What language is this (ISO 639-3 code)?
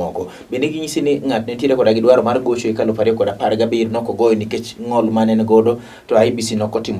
luo